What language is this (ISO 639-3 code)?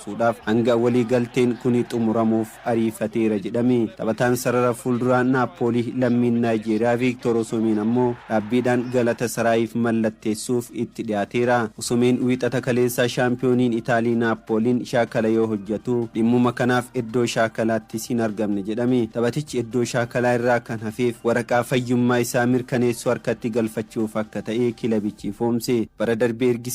orm